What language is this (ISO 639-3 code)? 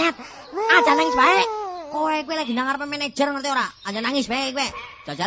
jav